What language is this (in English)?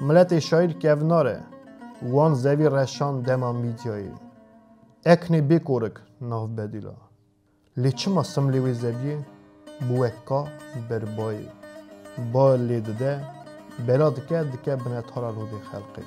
Kurdish